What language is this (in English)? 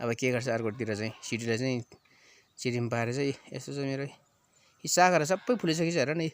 Nepali